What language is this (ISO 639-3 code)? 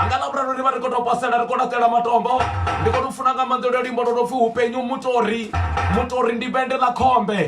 ven